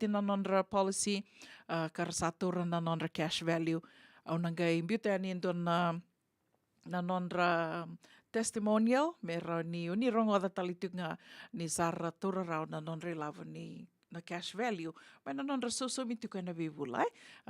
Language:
Fijian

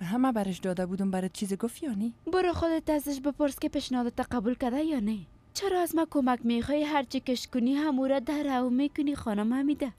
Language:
Persian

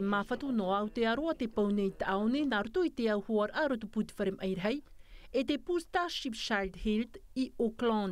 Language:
Tahitian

